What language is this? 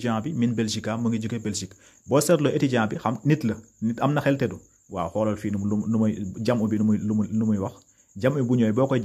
Wolof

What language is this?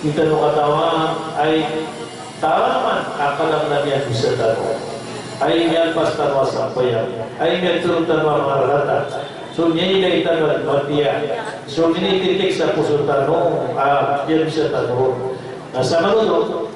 Maranao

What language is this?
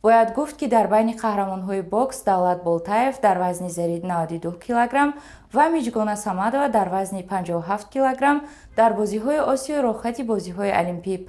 Tajik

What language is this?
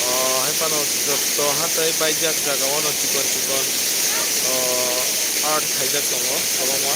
Kok Borok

